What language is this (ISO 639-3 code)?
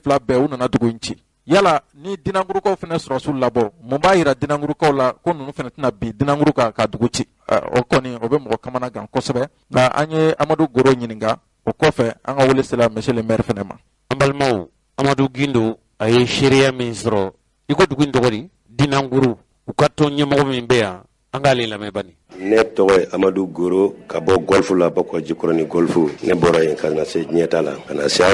bam